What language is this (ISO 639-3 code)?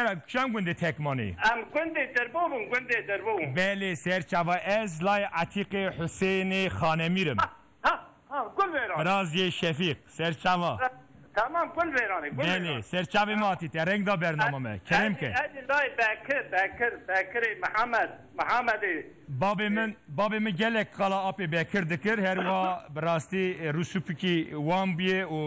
kur